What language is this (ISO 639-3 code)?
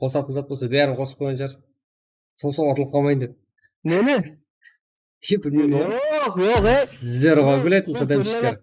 kaa